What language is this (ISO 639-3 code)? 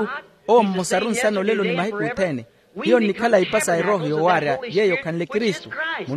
vmw